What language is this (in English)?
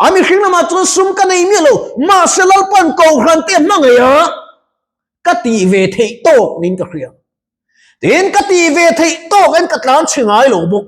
Mizo